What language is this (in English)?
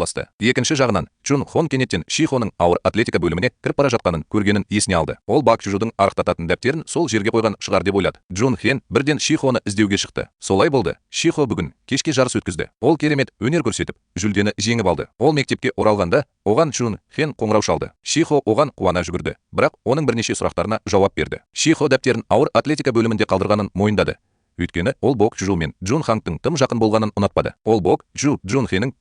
Kazakh